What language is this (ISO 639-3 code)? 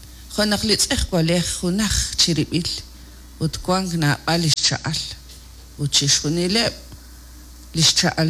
kek